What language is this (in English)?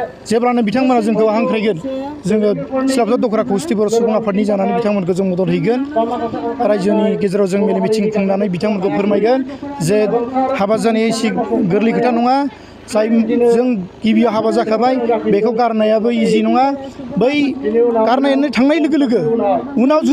Bodo